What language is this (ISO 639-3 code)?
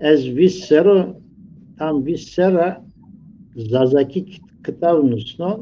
zza